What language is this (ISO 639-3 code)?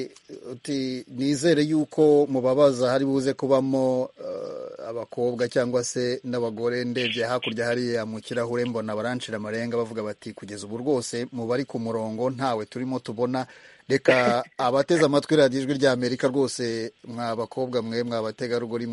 kin